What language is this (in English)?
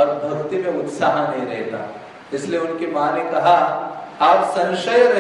Hindi